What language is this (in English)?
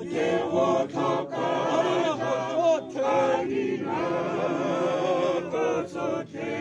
Tswana